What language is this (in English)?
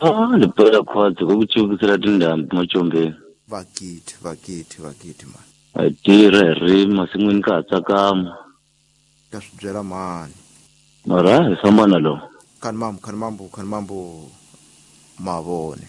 Tsonga